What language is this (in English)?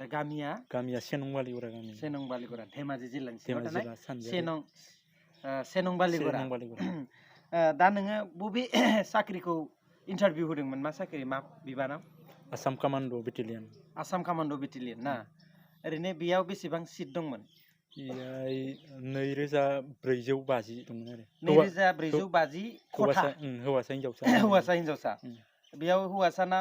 Bodo